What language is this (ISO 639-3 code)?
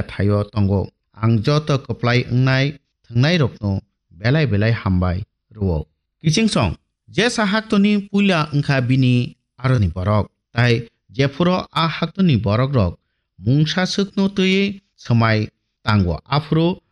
trp